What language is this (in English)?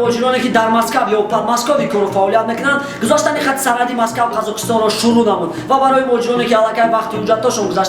Tajik